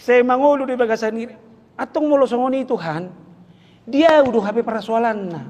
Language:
Batak Toba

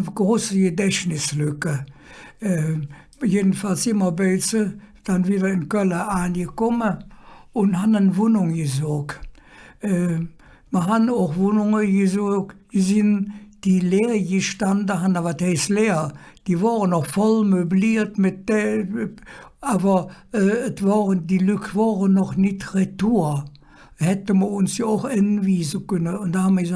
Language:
Colognian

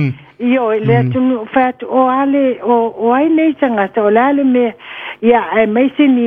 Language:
Samoan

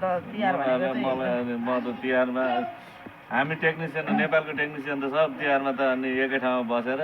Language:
Nepali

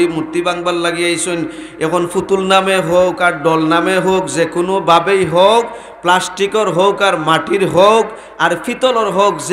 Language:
Sylheti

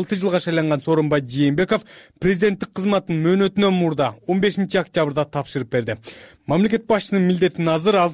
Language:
Kyrgyz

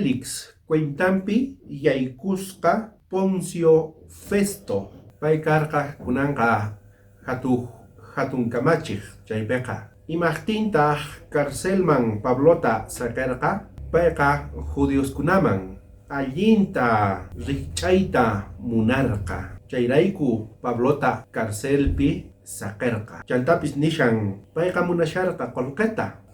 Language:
South Bolivian Quechua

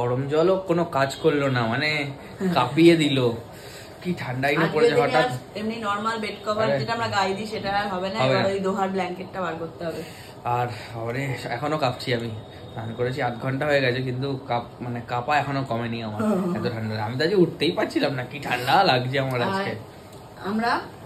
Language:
Bangla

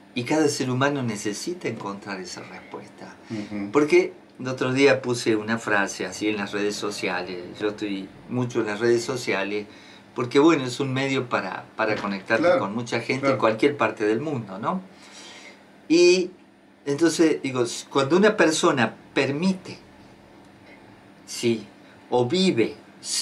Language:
Spanish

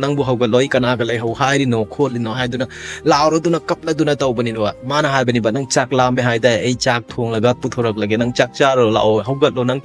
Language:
Manipuri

